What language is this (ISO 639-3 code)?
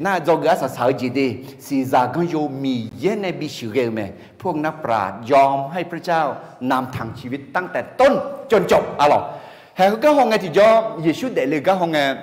ahk